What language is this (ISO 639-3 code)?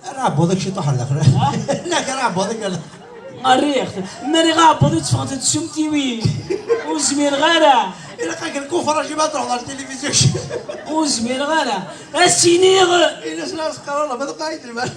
kab